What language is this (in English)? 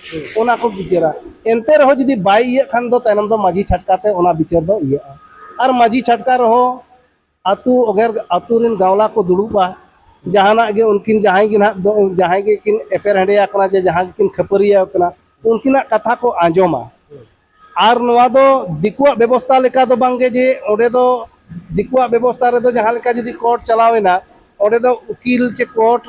Santali